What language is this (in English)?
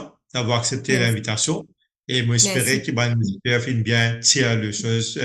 Morisyen